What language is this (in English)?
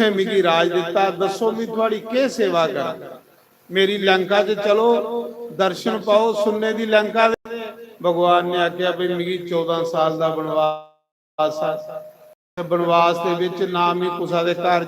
Dogri